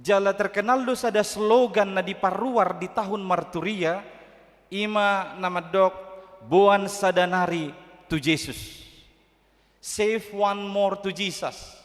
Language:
Batak Toba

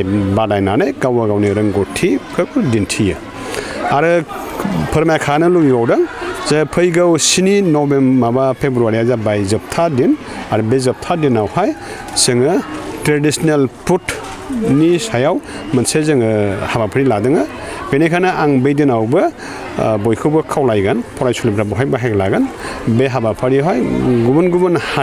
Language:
Bodo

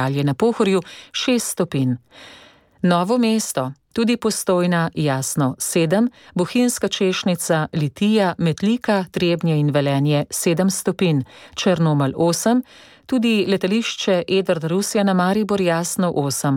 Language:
Slovenian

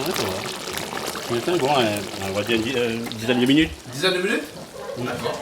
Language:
Réunion Creole French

